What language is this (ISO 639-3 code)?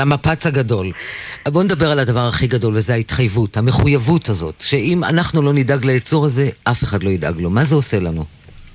heb